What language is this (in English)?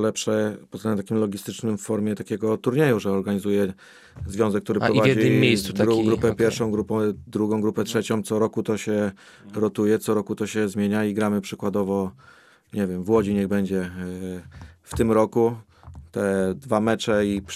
Polish